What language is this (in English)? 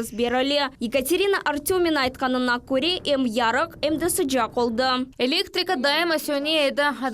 Crimean Tatar